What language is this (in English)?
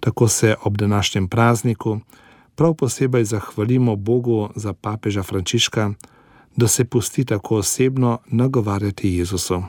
Slovenian